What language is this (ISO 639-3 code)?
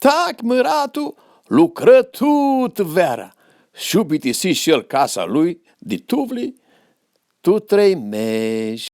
rup